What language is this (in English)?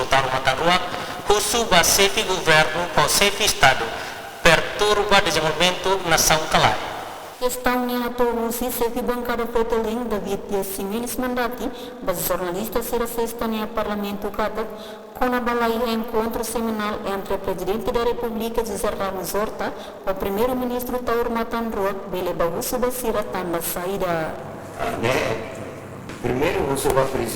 Tetum